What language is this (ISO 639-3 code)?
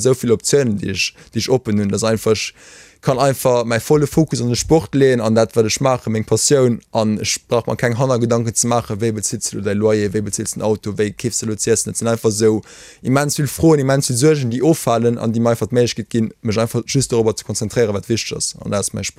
ltz